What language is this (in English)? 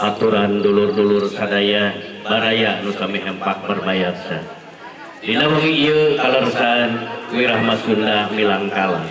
Sundanese